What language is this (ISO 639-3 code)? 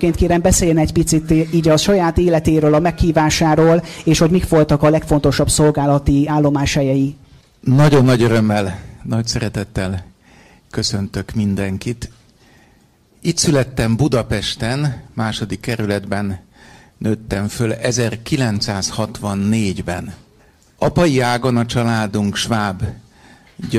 hun